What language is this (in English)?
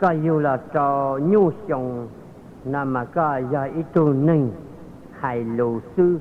Hmong